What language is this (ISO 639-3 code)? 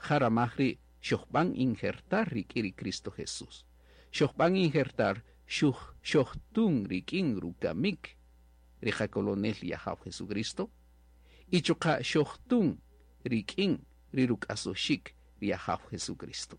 cak